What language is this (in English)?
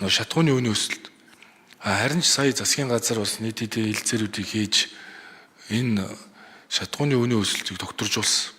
Mongolian